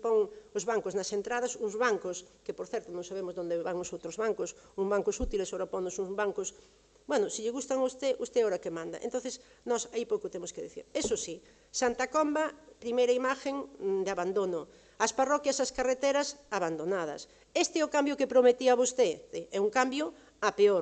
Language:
Galician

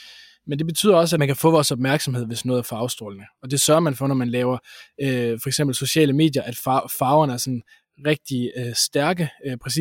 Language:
Danish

